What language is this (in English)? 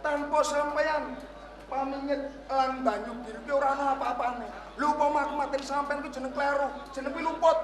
Javanese